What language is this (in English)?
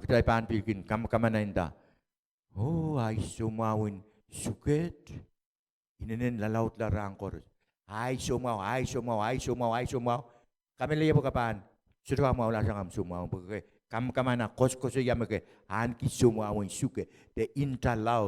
Pohnpeian